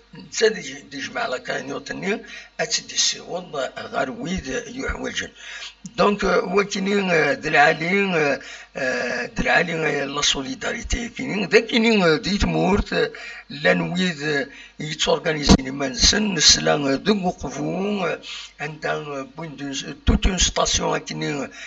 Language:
Kabyle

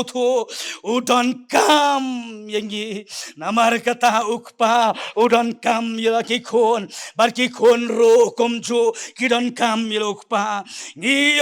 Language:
Khasi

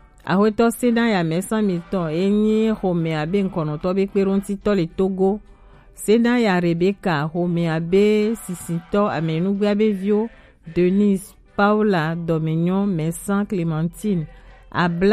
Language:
Gen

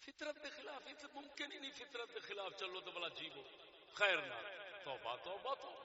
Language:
Saraiki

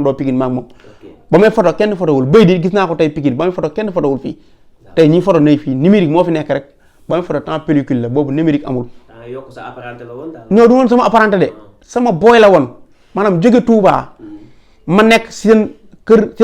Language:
Wolof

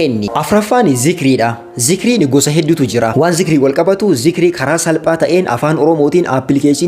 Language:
Oromo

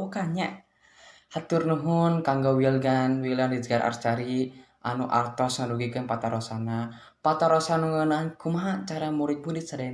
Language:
Sundanese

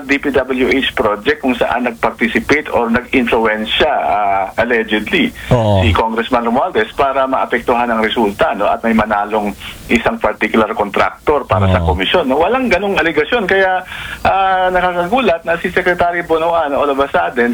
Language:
Filipino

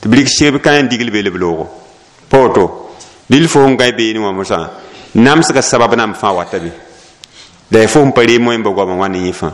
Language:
Mossi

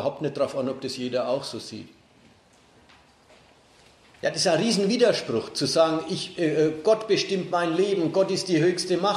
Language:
German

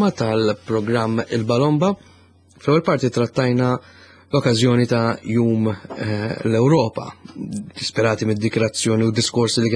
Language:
Maltese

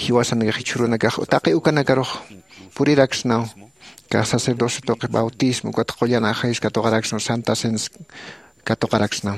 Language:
Aymara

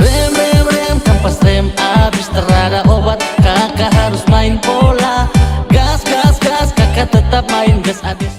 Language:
Ambonese Malay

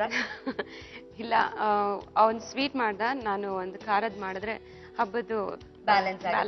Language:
Kannada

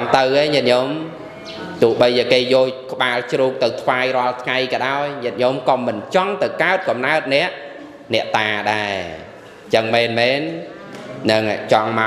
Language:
Khmer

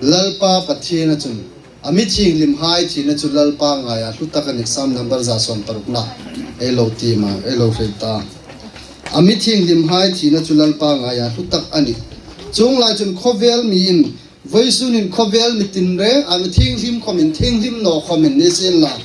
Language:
Hmar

